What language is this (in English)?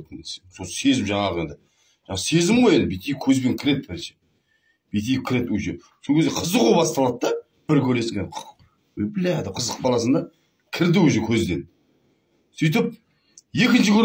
Kazakh